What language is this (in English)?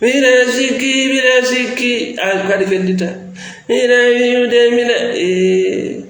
Fula